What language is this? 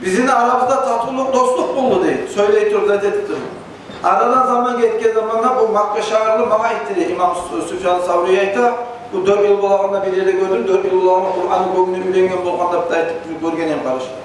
Kumyk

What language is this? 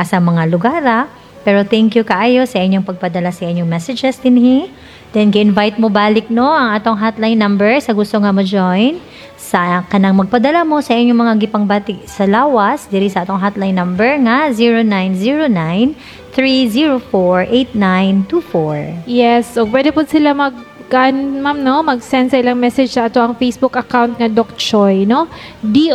Cebuano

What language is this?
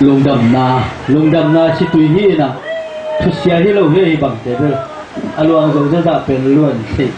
Tedim Chin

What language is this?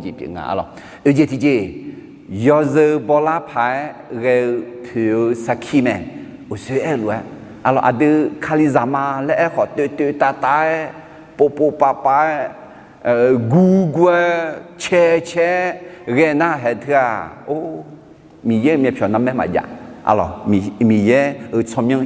Akha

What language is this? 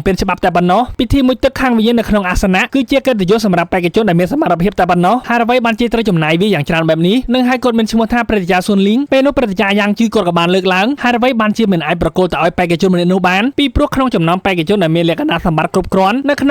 Khmer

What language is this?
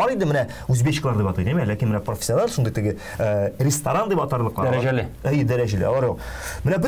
Tatar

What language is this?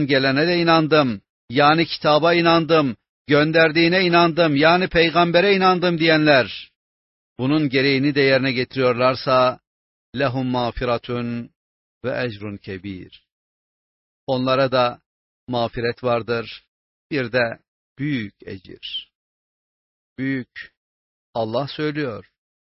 Turkish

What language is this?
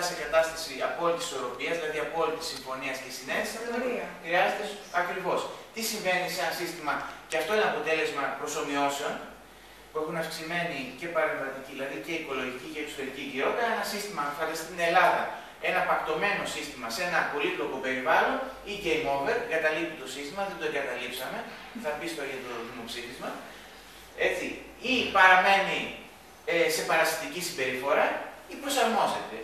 Greek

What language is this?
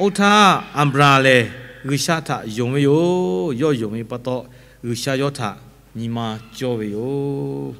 Lahu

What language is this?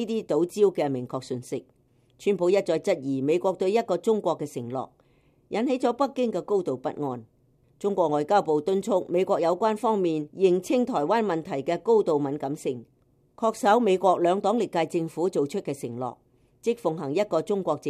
Cantonese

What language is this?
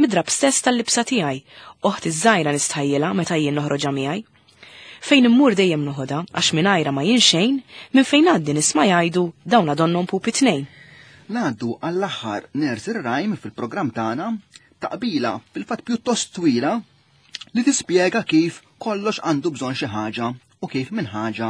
Maltese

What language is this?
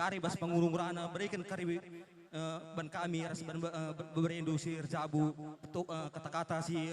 Batak Karo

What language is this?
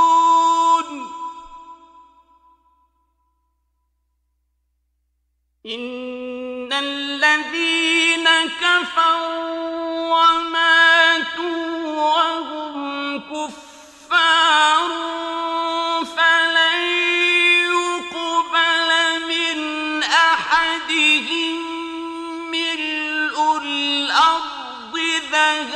Arabic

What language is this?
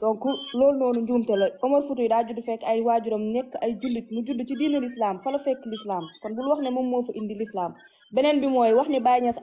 Wolof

